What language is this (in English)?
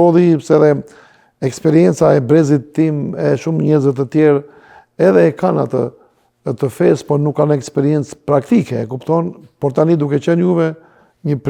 Albanian